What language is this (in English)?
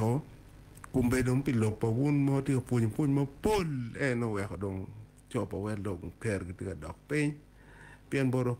Acoli